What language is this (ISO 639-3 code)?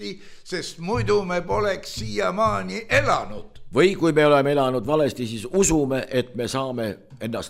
est